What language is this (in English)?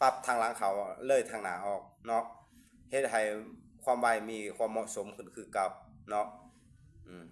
Lao